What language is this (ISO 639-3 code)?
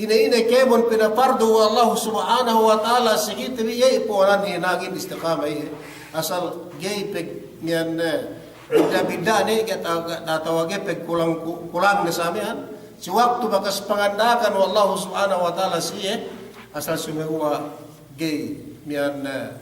yka